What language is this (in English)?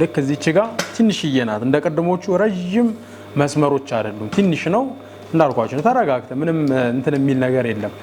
Amharic